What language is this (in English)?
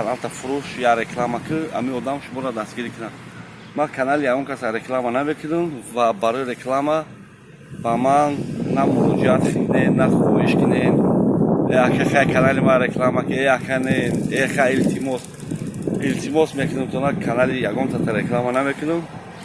Tajik